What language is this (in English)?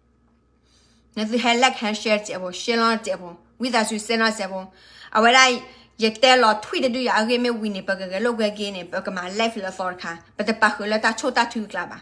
S'gaw Karen